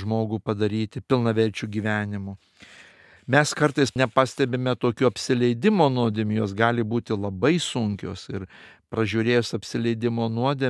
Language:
Lithuanian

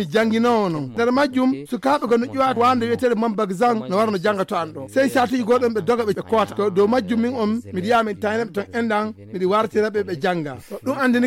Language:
Nigerian Fulfulde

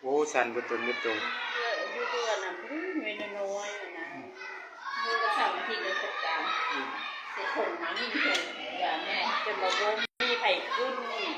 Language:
Lao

